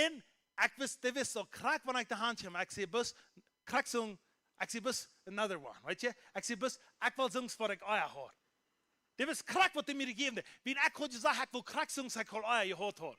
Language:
Plautdietsch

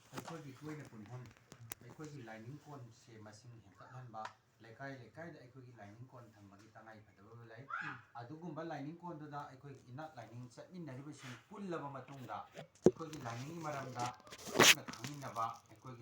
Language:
Manipuri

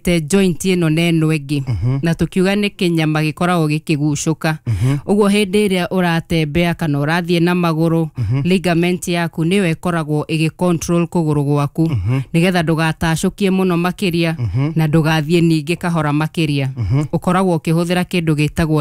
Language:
Kikuyu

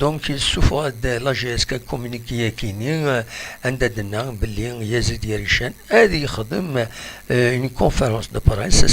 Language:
Kabyle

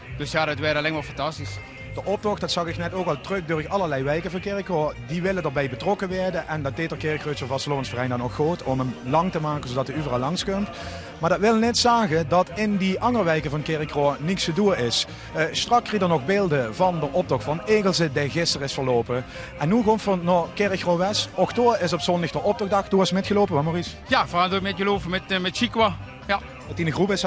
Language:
Limburgish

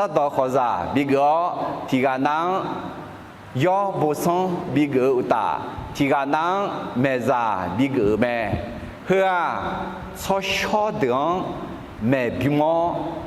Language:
Akha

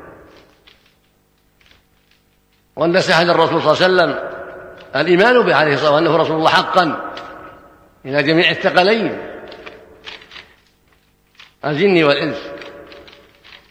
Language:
Arabic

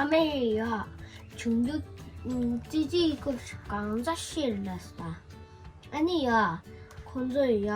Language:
Tibetan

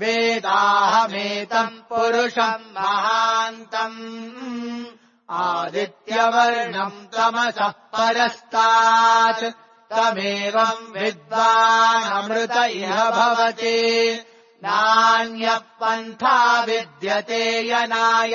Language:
Sanskrit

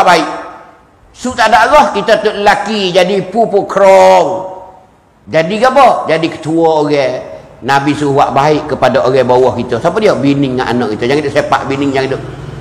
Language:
Malay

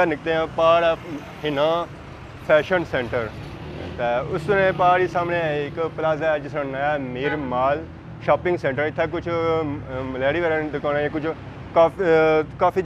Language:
Pahari-Potwari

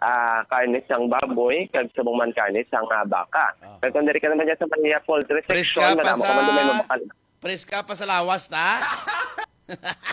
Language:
Hiligaynon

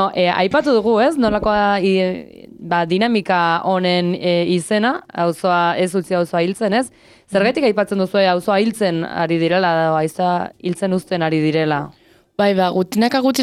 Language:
Basque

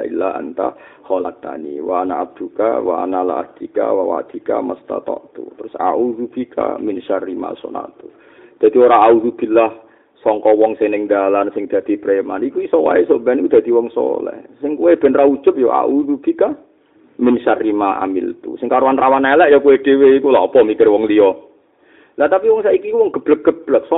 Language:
Javanese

